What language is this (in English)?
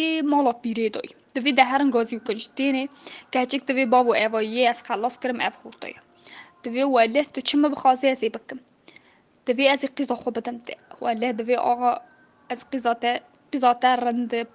Kurdish